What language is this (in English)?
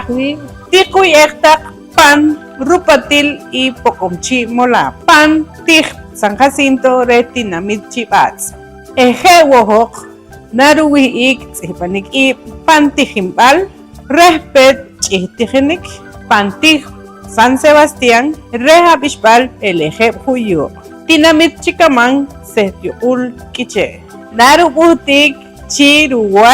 Poqomchi'